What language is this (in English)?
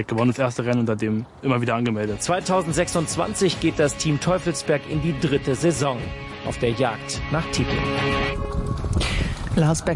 German